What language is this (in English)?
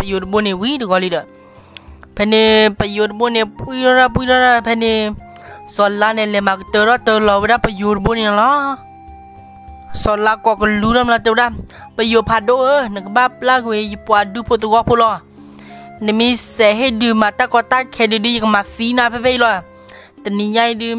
S'gaw Karen